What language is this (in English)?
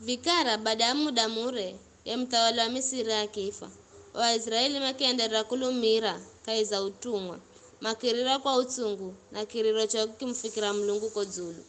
Giryama